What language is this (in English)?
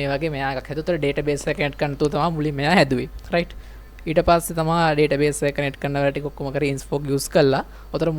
Sinhala